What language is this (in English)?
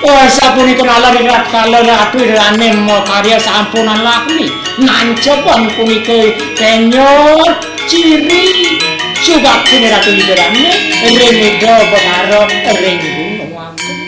Balinese